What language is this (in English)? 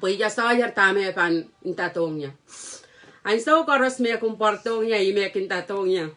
Pohnpeian